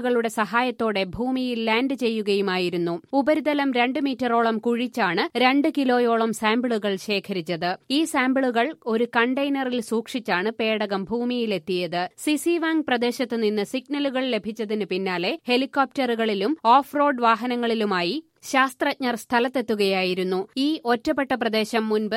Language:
Malayalam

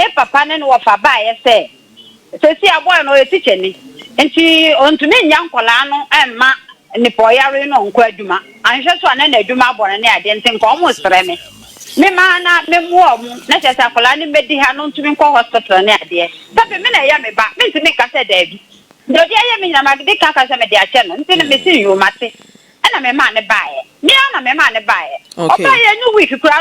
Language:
Akan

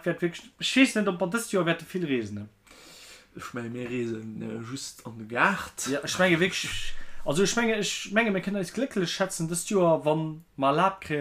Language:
Luxembourgish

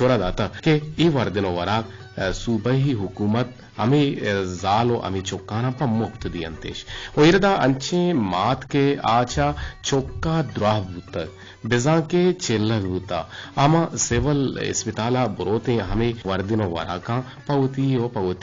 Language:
Eastern Balochi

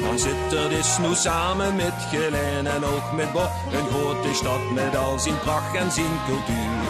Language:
Limburgish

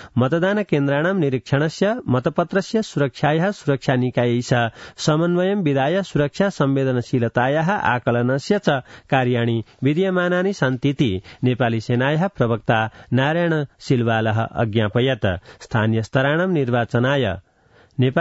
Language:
Sanskrit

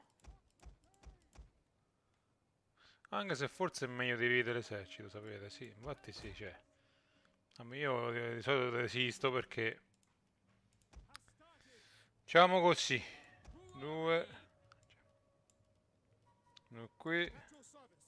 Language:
Italian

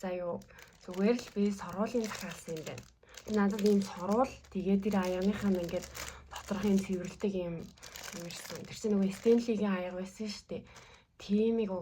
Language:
Mongolian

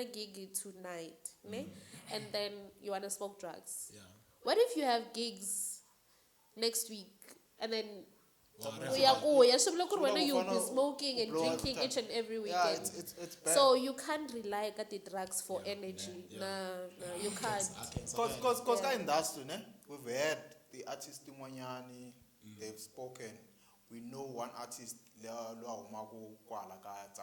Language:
Tsonga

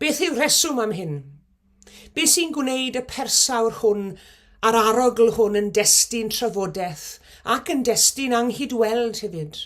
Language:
Welsh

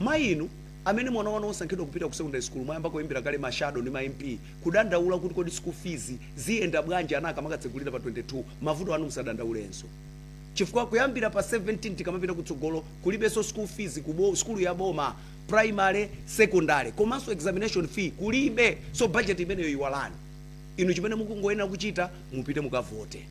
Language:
Nyanja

